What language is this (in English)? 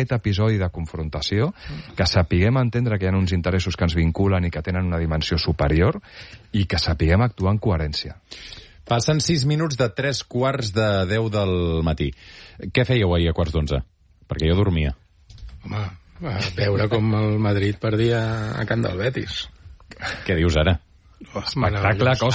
Catalan